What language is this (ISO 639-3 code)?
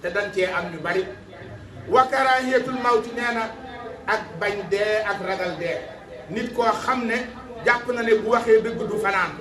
wol